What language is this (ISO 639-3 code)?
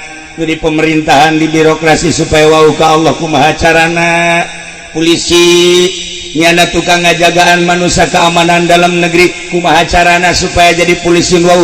sun